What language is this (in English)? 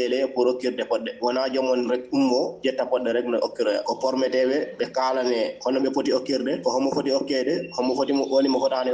Fula